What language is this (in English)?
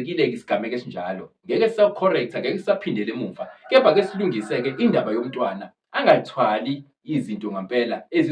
Zulu